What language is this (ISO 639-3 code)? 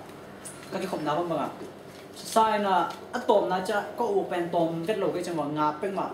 ctd